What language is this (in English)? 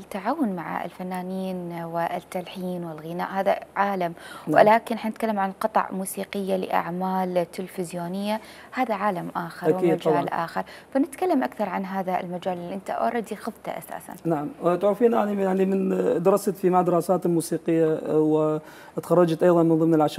Mesopotamian Arabic